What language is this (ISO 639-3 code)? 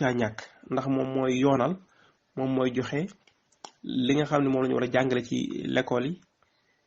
wol